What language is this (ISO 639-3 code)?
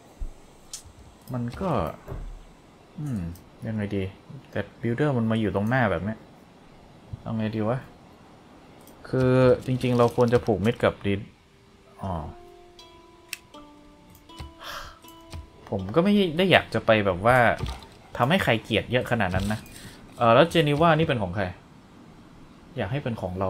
tha